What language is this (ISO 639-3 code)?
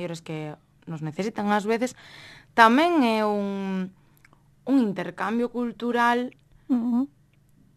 glg